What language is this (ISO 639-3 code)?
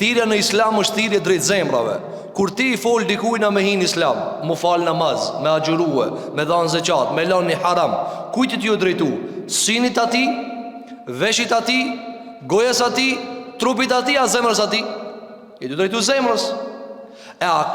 sqi